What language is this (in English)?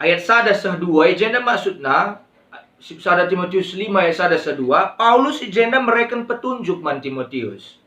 Batak Karo